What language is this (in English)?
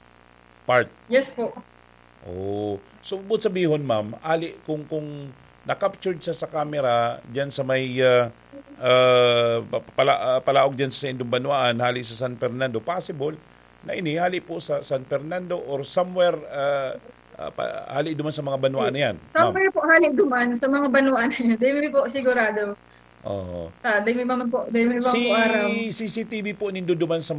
Bikol